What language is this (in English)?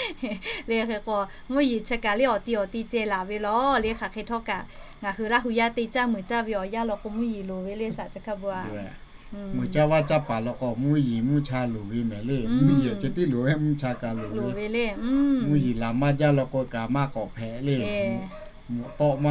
Lahu